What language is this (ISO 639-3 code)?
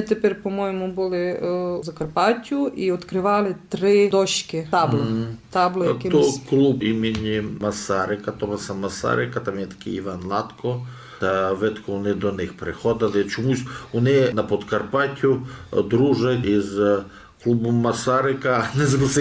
rue